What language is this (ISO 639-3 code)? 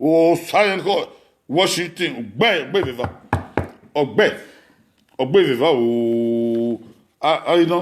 bin